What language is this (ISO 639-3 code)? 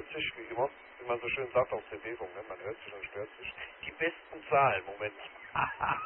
deu